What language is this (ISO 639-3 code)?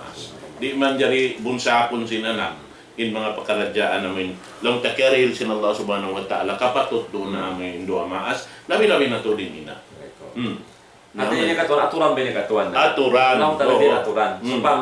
tsg